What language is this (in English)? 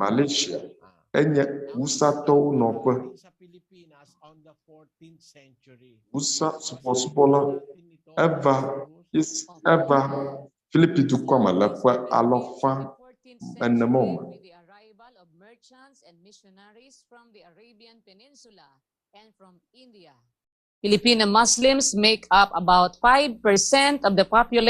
Ewe